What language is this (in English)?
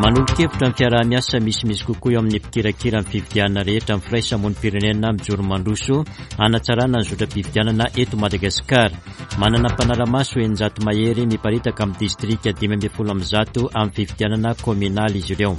Malagasy